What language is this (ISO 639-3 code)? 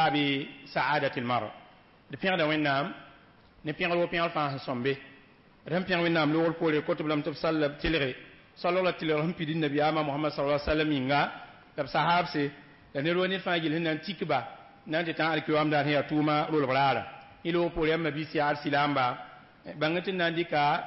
mos